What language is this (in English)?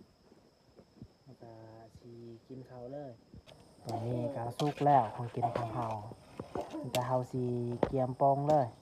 Lao